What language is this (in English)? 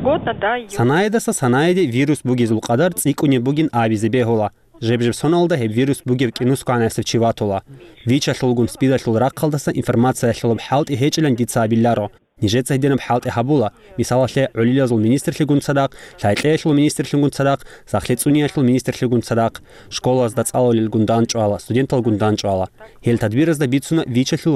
Avaric